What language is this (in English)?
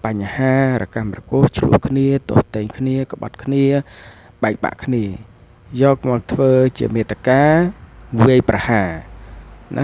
Khmer